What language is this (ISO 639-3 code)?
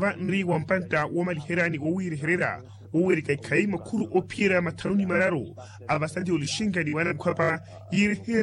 vmw